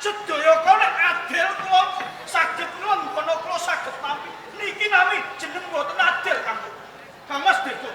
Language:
Javanese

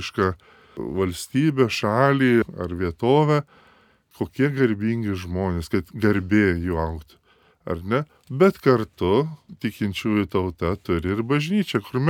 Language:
Lithuanian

